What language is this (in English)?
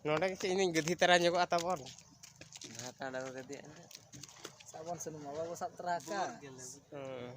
Santali